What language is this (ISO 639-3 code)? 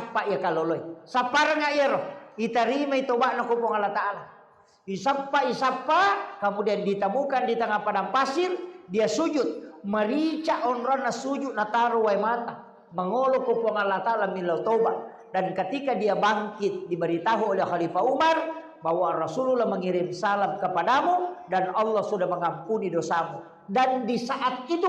bug